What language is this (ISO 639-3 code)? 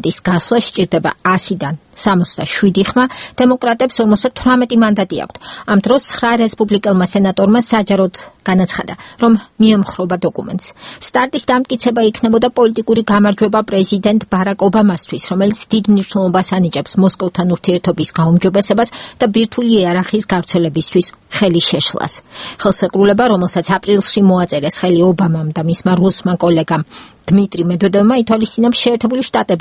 kat